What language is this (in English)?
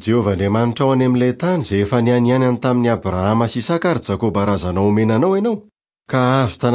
Malagasy